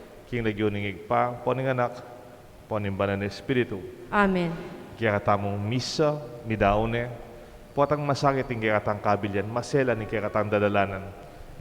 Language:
Pampanga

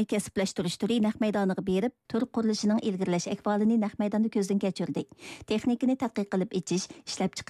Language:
Uyghur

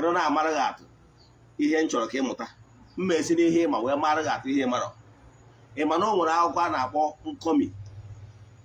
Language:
Igbo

